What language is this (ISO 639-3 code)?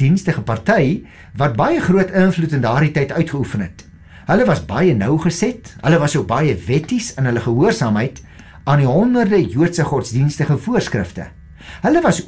afr